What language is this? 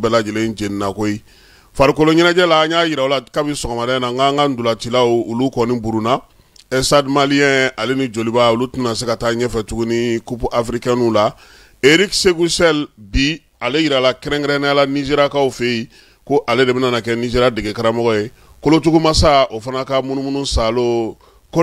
Bambara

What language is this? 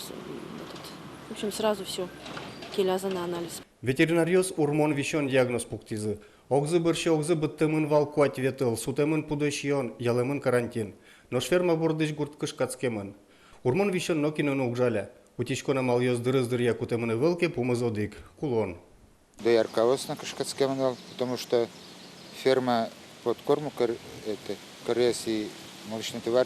Udmurt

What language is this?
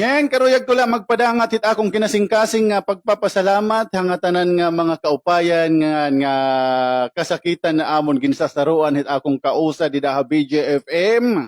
Waray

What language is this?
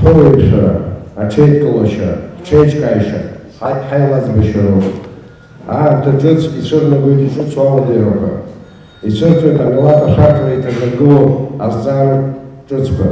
Abkhazian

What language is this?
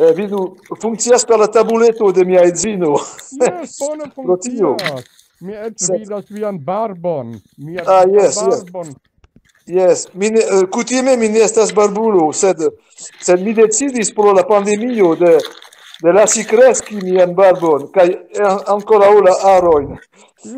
Esperanto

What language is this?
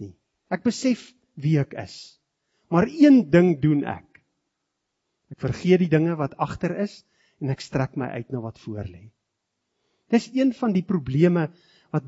Afrikaans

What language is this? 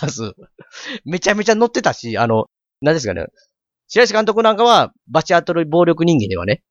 Japanese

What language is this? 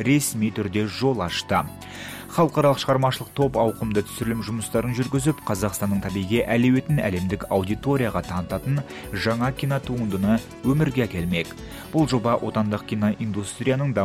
Kazakh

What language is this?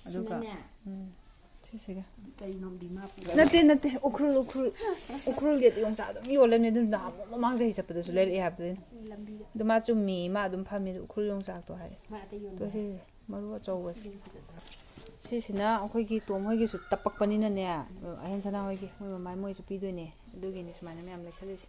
Manipuri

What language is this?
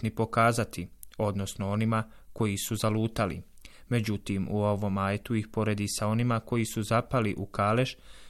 Bosnian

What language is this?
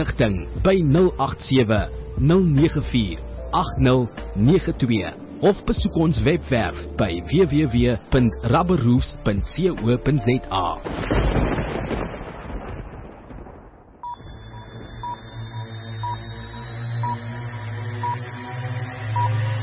Afrikaans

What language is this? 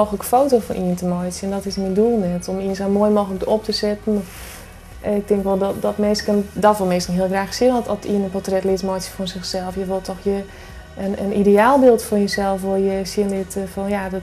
Western Frisian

